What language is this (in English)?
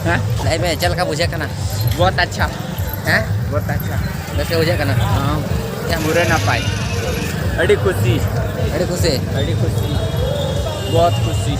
Santali